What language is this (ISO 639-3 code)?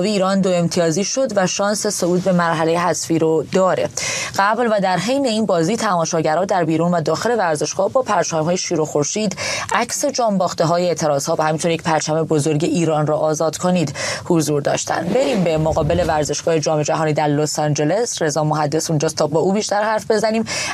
fas